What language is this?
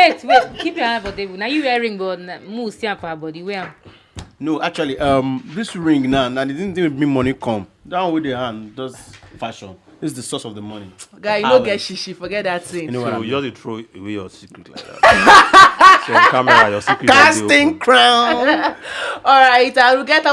Nigerian Pidgin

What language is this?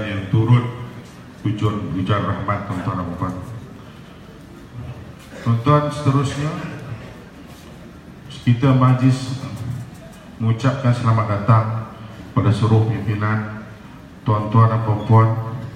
Malay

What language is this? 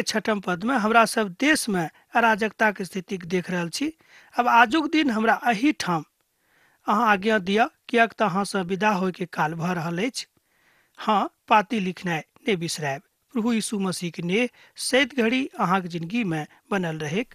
Maithili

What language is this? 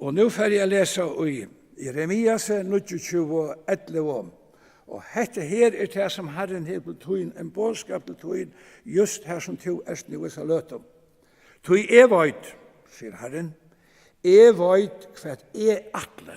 Faroese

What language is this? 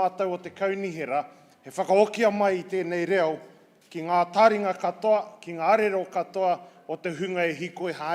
Māori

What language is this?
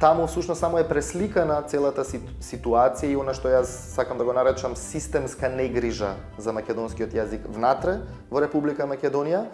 Macedonian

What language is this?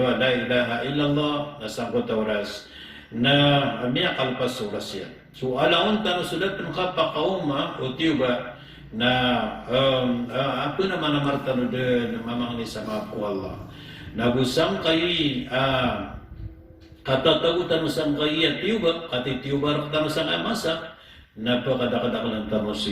Maranao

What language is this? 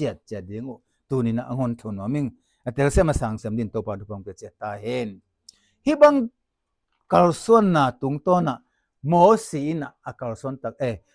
Tedim Chin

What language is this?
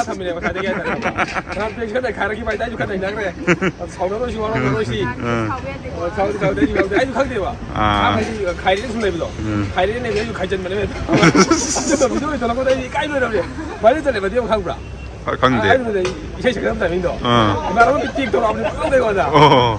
Manipuri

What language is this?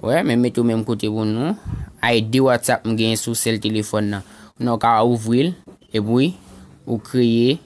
Haitian Creole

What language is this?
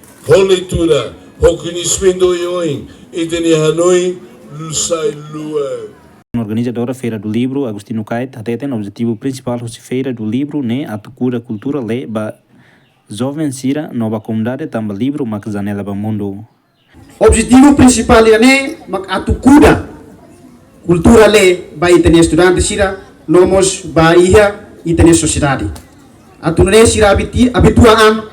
Tetum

